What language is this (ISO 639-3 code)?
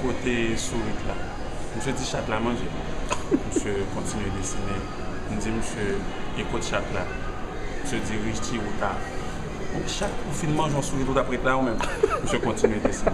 hat